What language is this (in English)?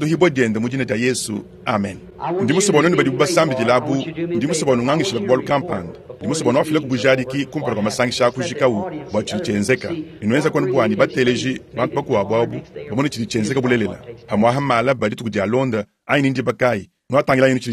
Luba-Lulua